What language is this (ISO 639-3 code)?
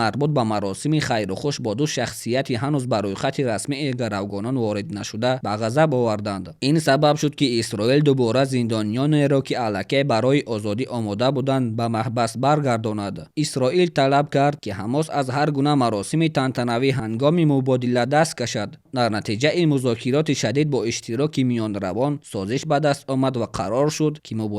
tgk